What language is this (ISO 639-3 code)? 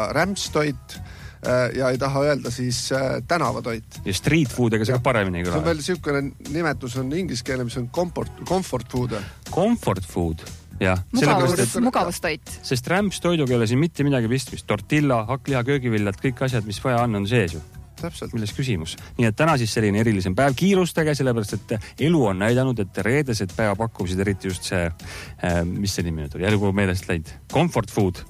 est